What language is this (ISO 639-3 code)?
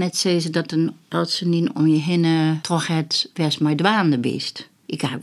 fry